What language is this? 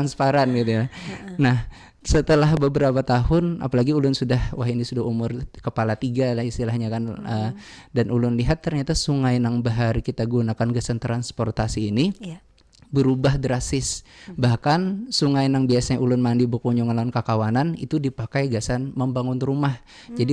Banjar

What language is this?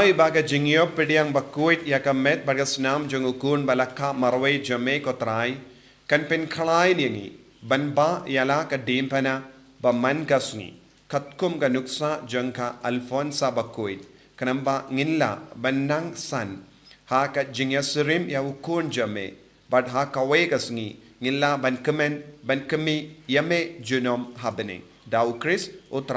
Khasi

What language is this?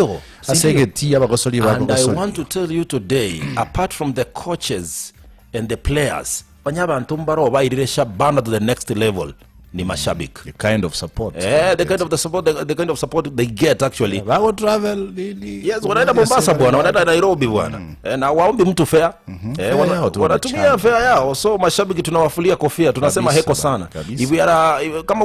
Gusii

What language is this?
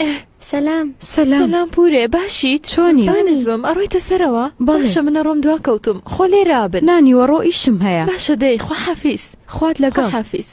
Central Kurdish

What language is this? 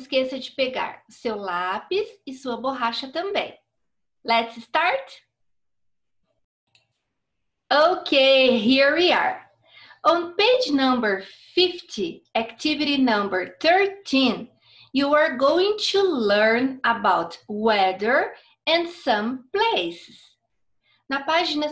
Portuguese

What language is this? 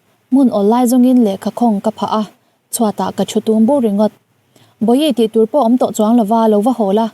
Mizo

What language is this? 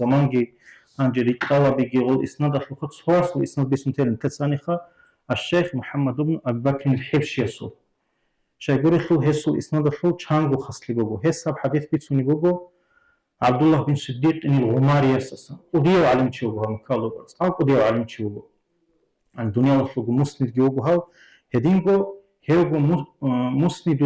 Avaric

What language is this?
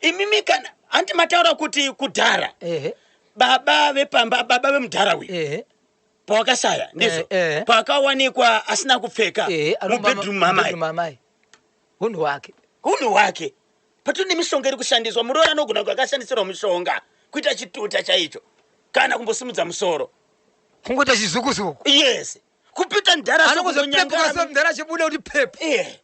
Shona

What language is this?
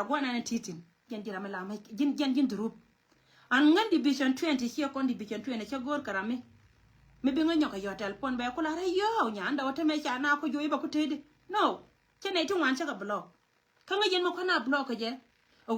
Nuer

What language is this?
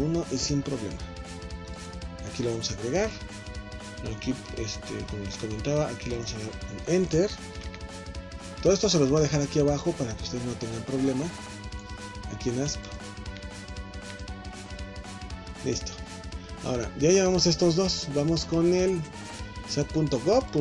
Spanish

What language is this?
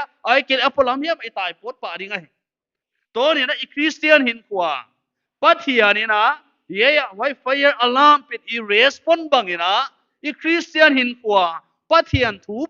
Paite Chin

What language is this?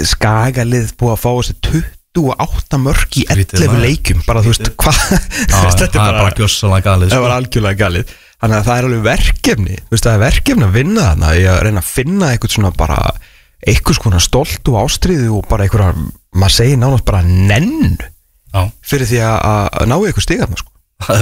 Icelandic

